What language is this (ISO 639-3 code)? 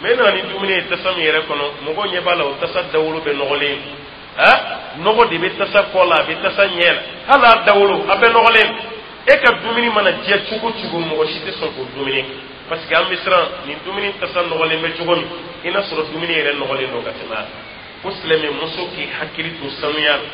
dyu